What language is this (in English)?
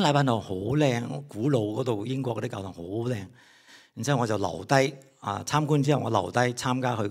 Cantonese